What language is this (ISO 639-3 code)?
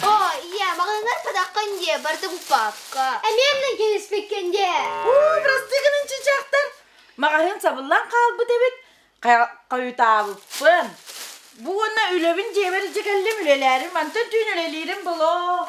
sah